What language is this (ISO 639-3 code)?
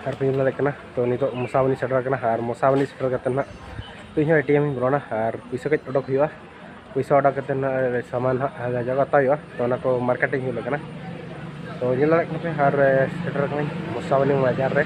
sat